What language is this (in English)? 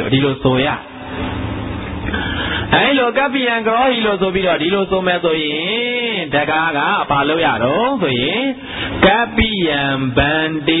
Burmese